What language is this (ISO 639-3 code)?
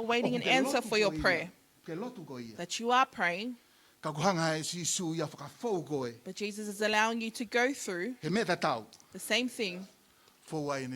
ton